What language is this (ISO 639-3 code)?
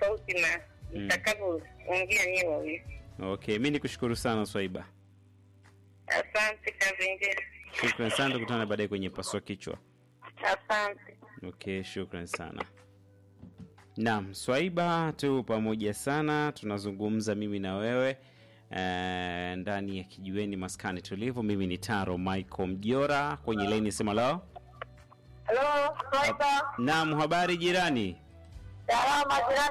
swa